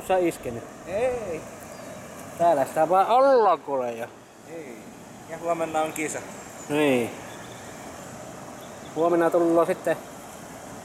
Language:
Finnish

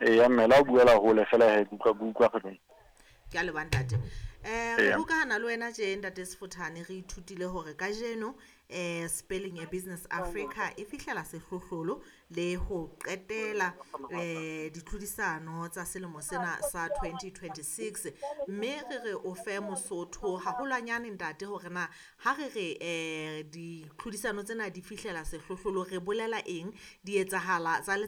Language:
Southern Sotho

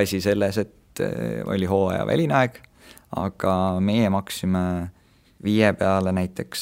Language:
Estonian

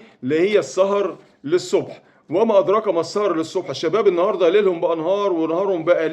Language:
Egyptian Arabic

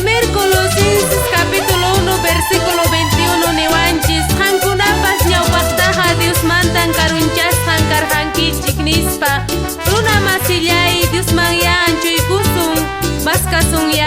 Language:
Quechua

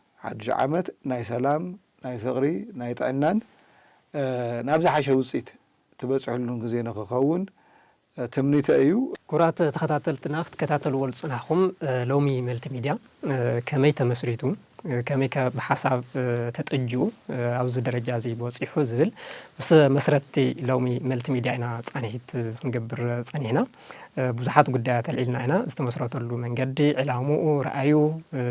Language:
Tigrinya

